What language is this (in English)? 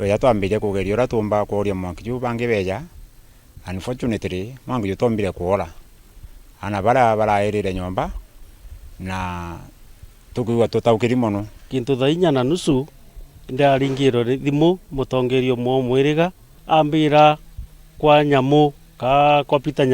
Meru